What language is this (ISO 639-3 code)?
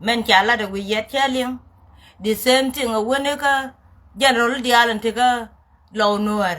nus